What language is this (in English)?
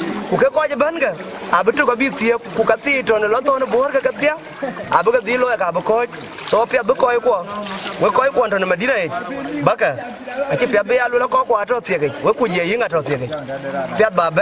Dinka